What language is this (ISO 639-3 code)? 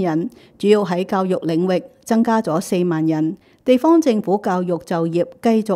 yue